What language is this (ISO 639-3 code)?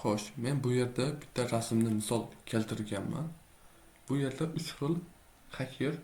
uzb